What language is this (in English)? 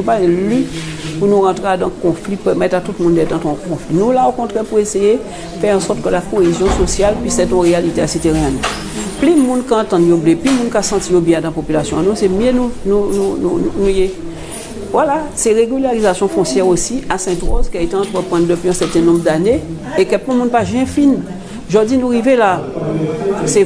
Guadeloupean Creole French